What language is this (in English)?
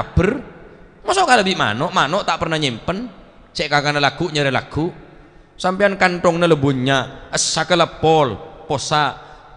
Madurese